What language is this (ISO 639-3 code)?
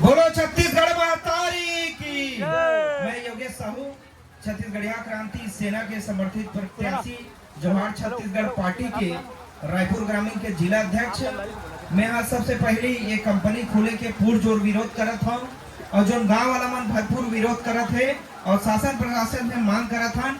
hne